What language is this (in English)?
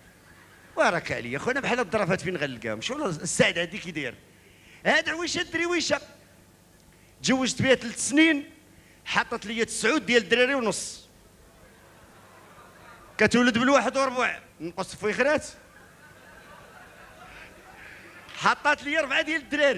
Moroccan Arabic